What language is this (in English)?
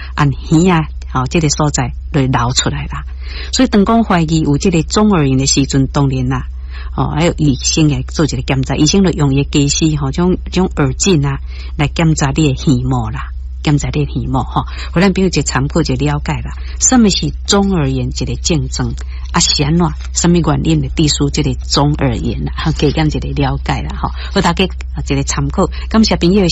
Min Nan Chinese